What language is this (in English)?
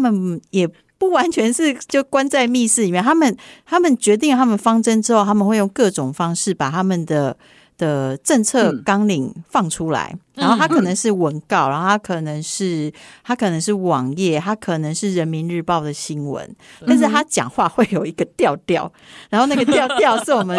Chinese